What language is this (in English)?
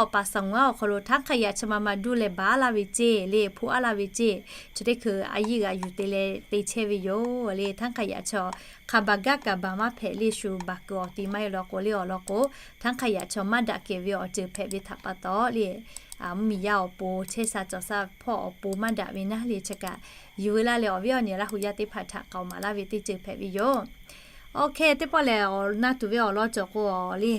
Lahu